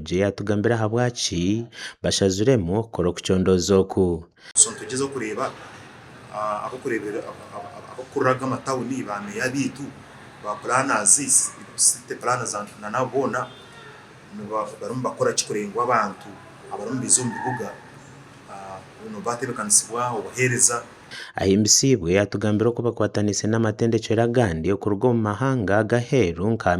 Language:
Nyankole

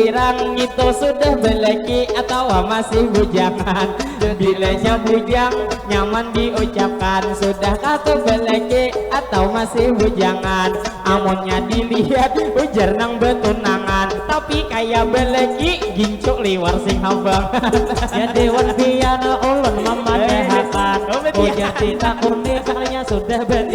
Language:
Banjar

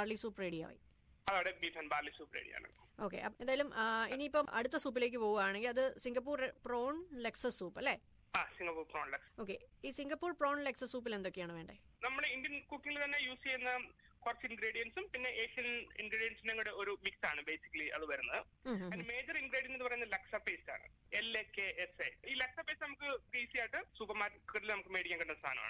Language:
Malayalam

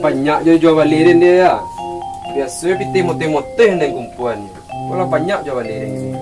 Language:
Minangkabau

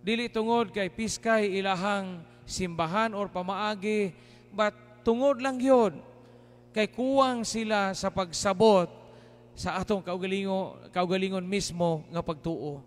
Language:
Cebuano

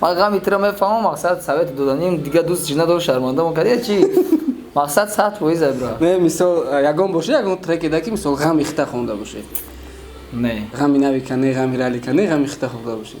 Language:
Tajik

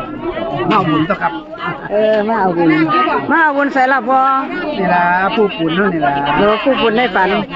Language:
Northeastern Thai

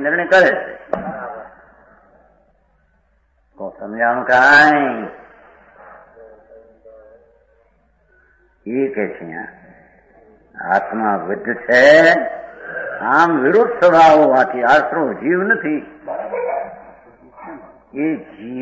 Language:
Gujarati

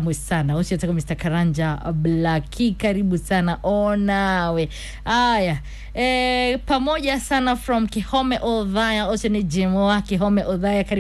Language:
Kikuyu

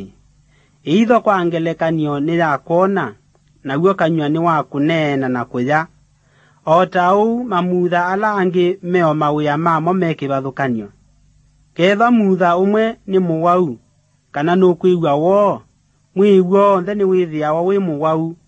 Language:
Kamba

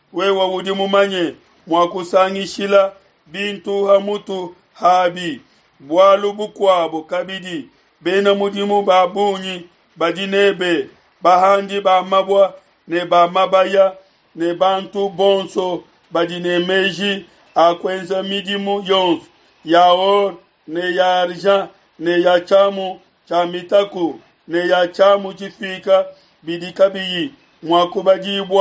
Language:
Luba-Lulua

